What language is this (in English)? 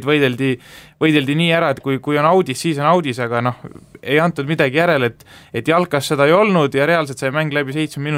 Estonian